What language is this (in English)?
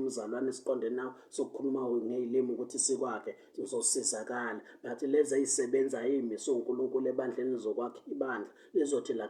Zulu